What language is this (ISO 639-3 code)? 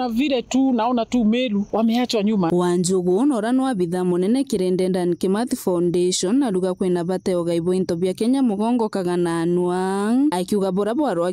mer